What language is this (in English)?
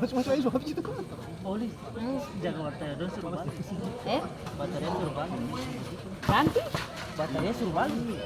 Ambonese Malay